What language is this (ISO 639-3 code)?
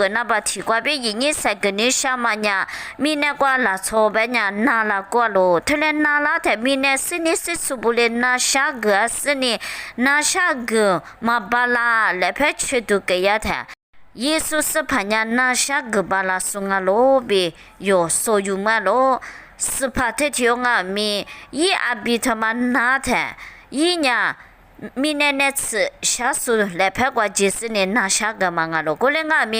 lis